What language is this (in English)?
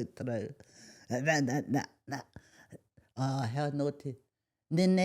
Māori